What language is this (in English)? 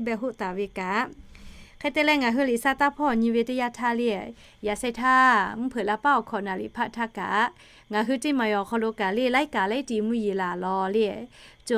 Lahu